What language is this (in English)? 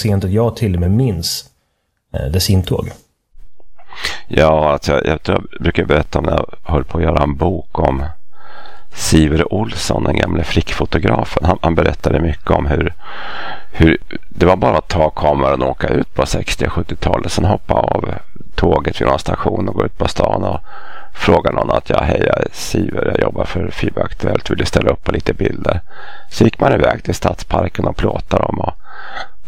Swedish